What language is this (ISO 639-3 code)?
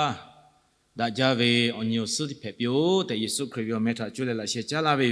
lhu